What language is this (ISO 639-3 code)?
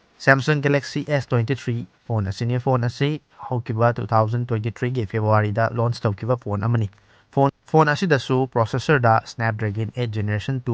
mni